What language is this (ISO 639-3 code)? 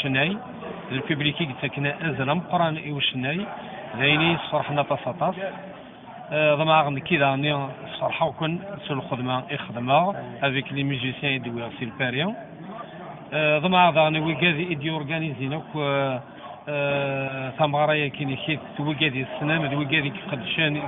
kab